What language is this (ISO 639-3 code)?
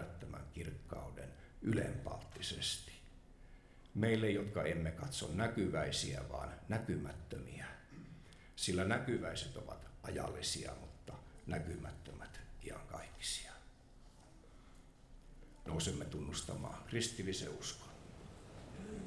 fin